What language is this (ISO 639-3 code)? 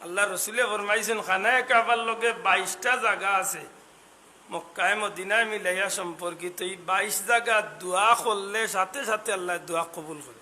syl